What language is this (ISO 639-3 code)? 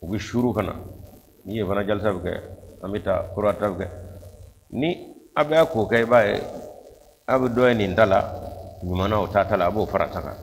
bam